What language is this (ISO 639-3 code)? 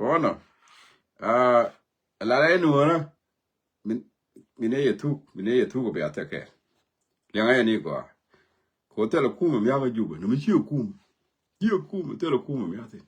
nus